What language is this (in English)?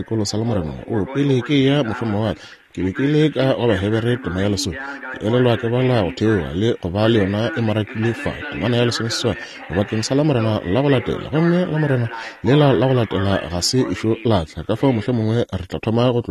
Northern Sotho